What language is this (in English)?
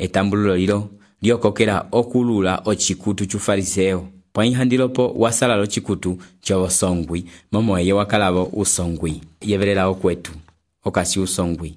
Umbundu